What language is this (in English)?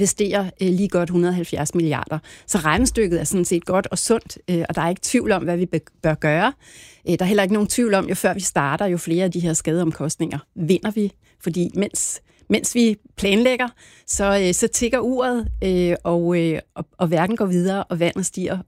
Danish